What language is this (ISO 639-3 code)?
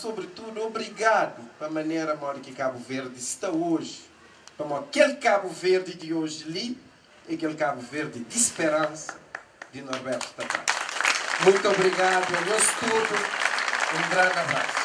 kea